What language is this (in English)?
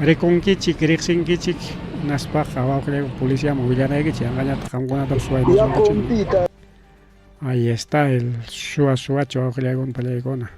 Ayacucho Quechua